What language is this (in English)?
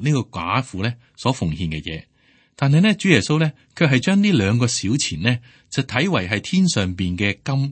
Cantonese